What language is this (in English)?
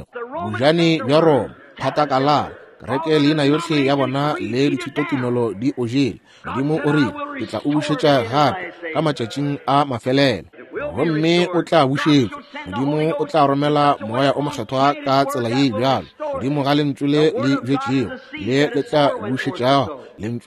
Northern Sotho